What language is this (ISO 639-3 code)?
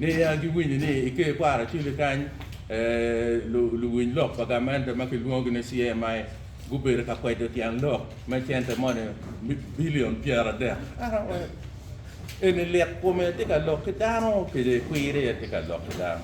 ach